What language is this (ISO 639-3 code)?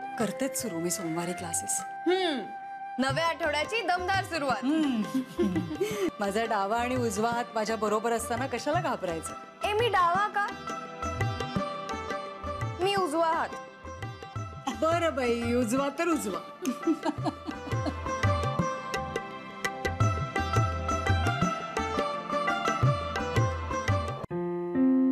mar